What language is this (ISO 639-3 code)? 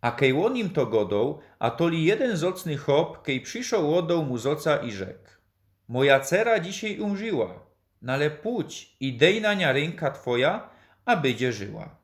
szl